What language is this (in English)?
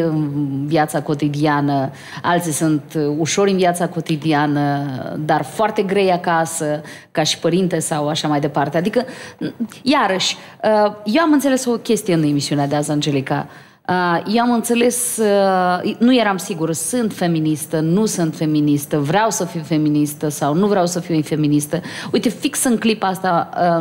Romanian